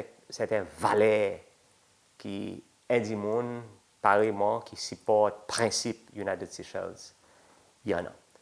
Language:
Seselwa Creole French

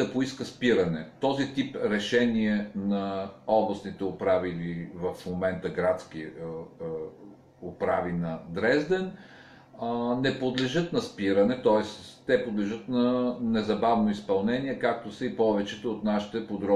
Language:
Bulgarian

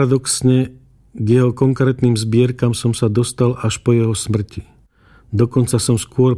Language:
Slovak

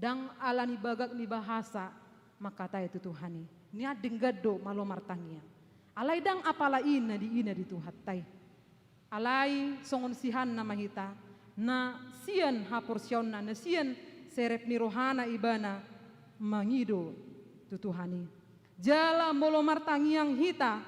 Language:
Batak Toba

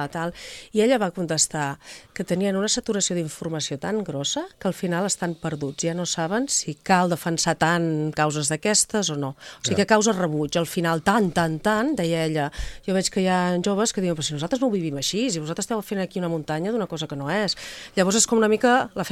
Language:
Catalan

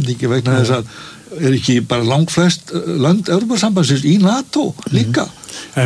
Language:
Icelandic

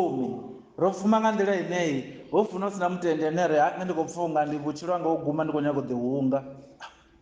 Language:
Venda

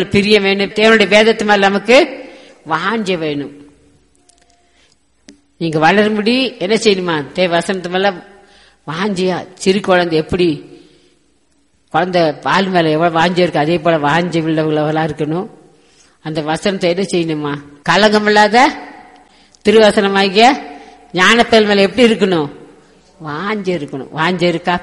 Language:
Tamil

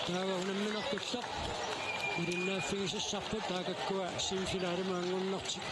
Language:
Kalaallisut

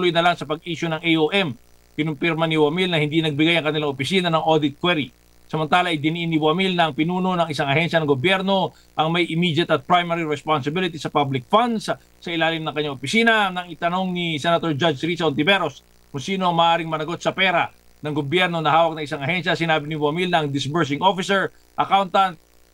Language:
Filipino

